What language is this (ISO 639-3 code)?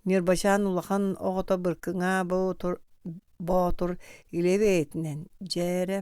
sah